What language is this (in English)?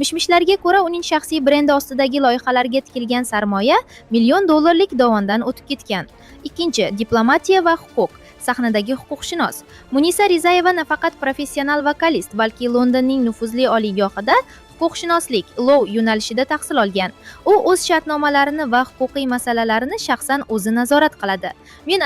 Uzbek